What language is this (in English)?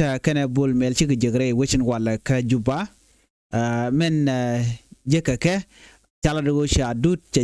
Nuer